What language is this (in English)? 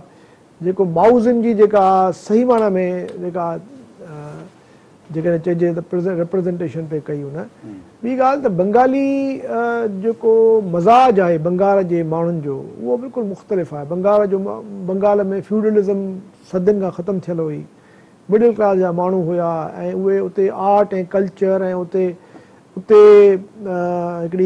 Sindhi